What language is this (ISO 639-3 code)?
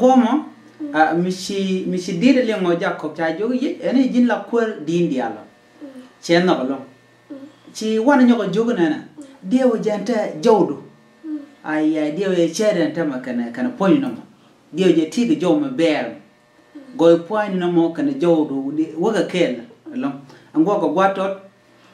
nus